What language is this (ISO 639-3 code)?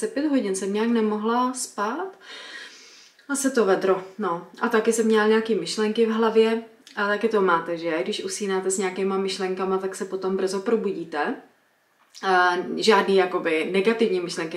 ces